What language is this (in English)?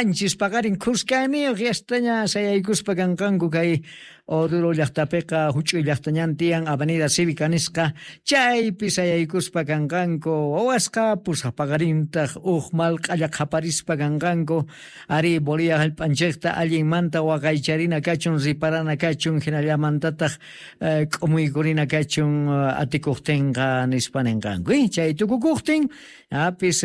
Quechua